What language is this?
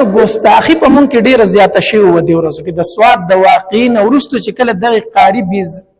Pashto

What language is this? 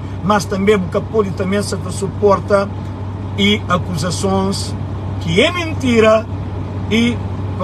Kabuverdianu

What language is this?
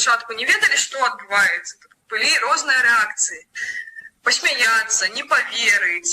Belarusian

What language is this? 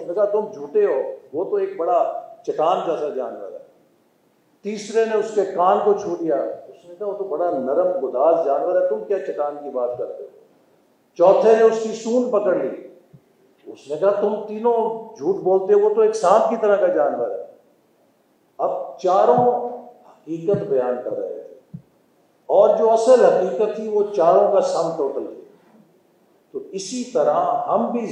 Urdu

